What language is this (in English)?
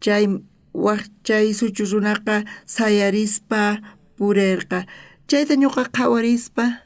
South Bolivian Quechua